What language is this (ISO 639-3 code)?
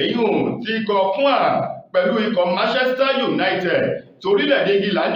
yor